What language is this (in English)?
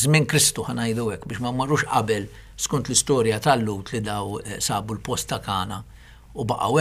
Maltese